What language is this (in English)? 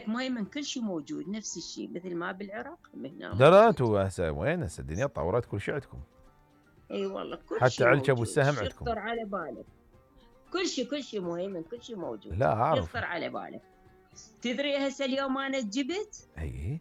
Mesopotamian Arabic